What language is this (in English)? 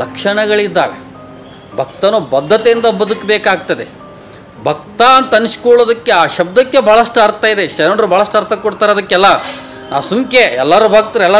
Kannada